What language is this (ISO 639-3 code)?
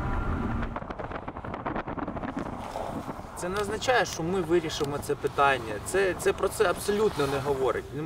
ukr